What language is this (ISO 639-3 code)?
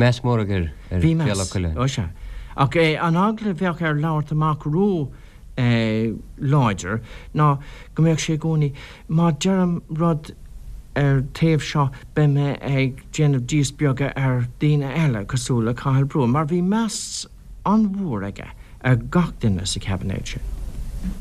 gle